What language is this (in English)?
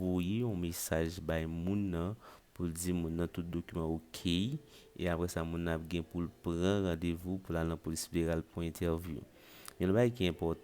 Haitian Creole